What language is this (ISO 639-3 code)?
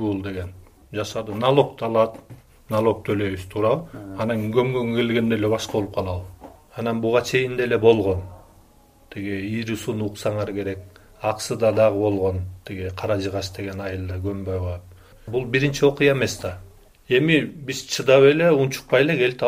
kir